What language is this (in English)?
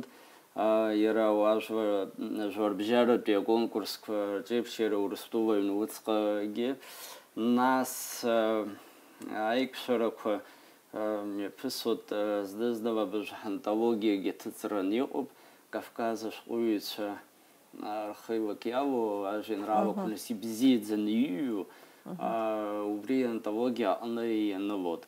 Abkhazian